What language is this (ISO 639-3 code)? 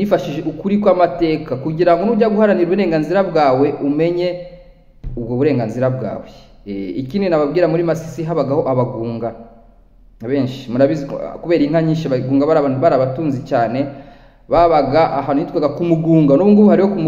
kin